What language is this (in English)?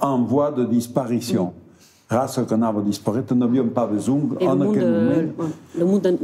Occitan